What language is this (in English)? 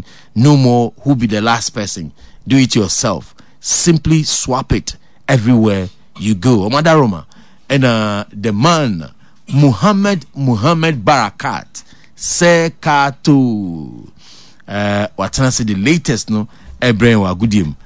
Akan